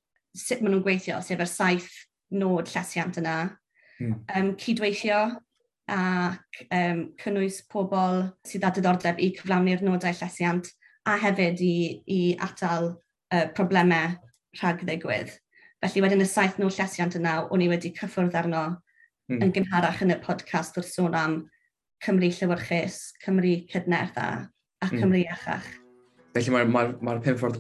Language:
Welsh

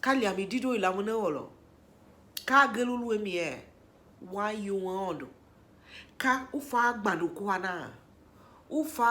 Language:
Tiv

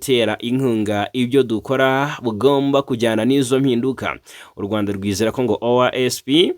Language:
Kinyarwanda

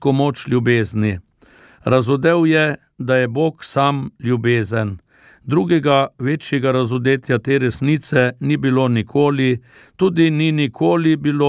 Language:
Slovenian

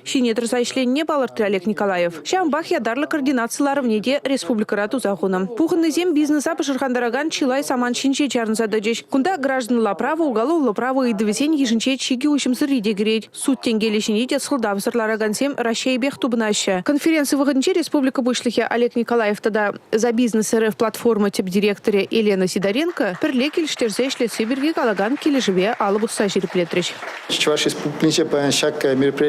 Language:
Chuvash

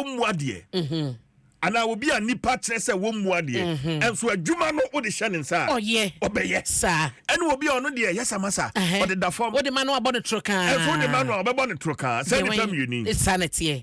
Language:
Akan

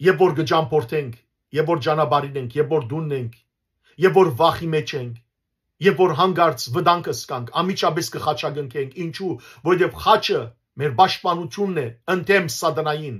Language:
Western Armenian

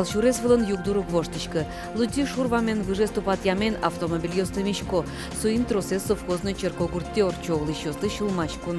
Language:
Udmurt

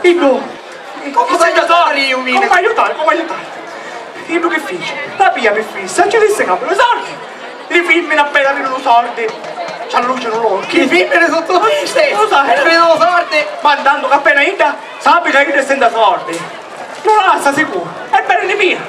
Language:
Sicilian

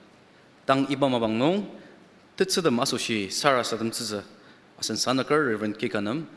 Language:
Ao Naga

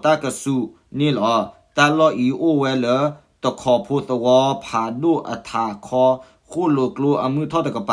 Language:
S'gaw Karen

